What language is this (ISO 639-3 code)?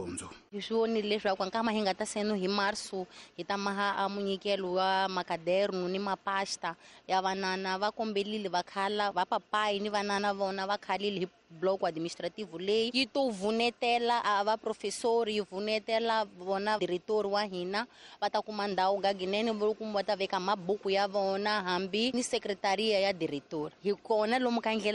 tso